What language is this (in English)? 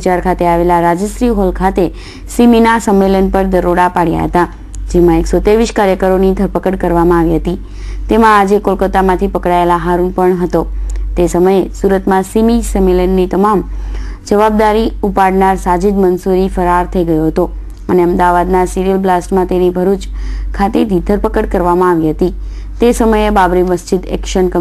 Gujarati